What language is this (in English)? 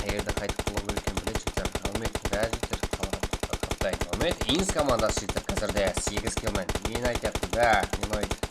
Kara-Kalpak